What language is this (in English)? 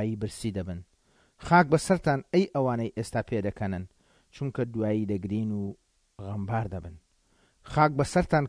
Central Kurdish